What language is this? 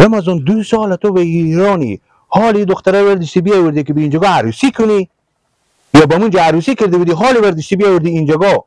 Persian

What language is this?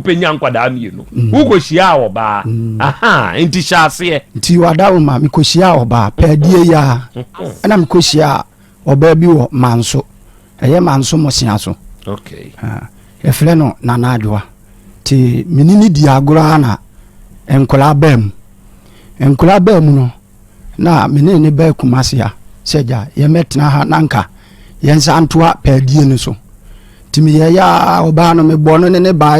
Akan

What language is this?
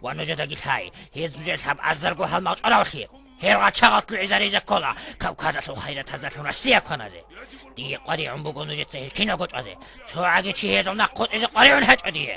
Avaric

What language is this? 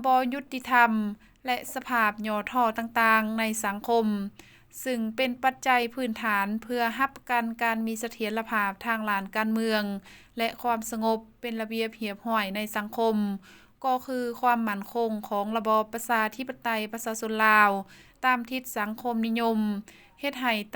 Lao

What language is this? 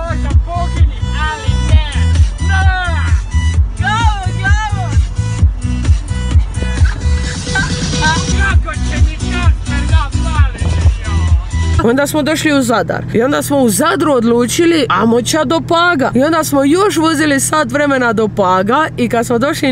Croatian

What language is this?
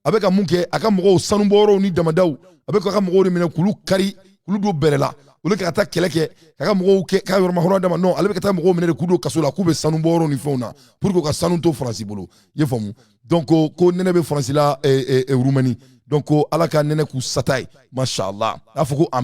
Bambara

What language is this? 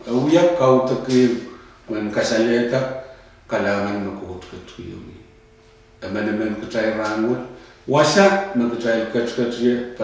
Pohnpeian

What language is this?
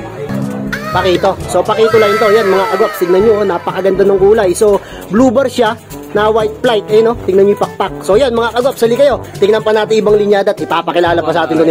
Filipino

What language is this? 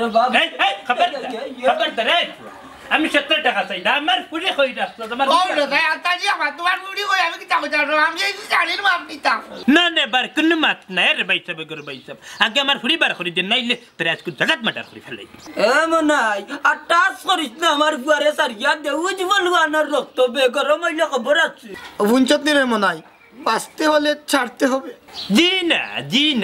Sylheti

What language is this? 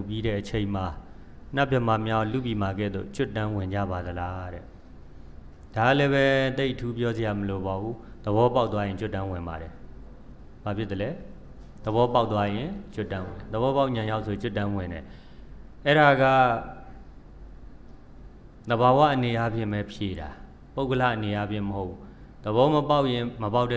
Burmese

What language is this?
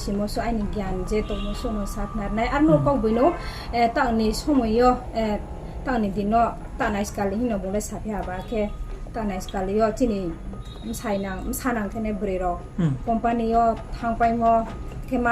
Riang (India)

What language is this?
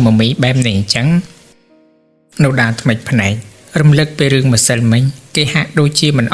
Khmer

